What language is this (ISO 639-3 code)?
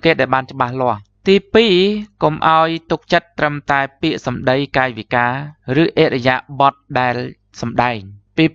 khm